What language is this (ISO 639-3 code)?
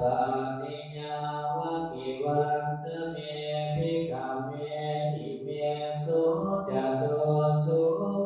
pli